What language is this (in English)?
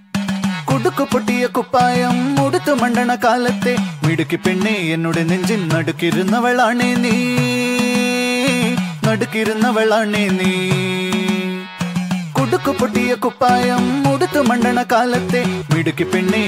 Malayalam